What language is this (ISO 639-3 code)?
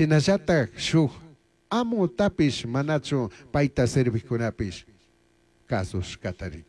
qug